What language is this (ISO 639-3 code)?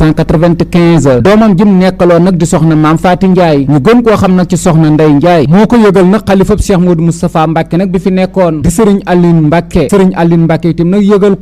wol